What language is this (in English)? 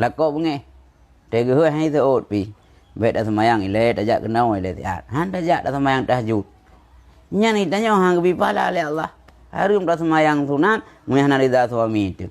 Achinese